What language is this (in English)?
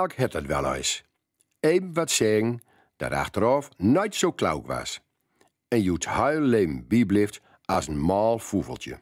Gronings